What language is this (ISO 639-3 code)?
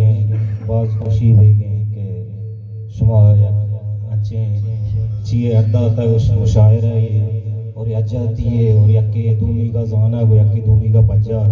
bgp